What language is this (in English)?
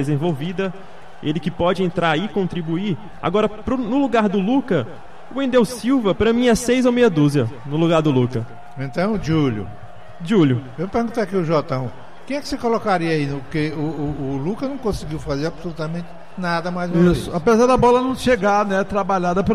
Portuguese